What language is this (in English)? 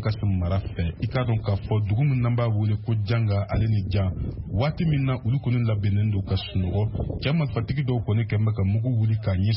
Bambara